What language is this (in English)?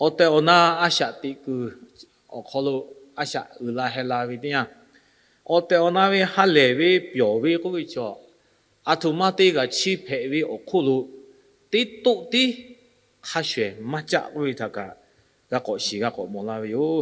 Lahu